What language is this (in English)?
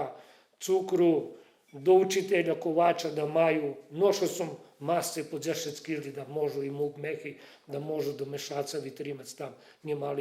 Rusyn